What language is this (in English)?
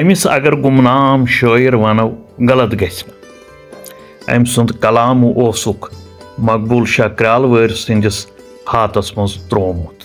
Kashmiri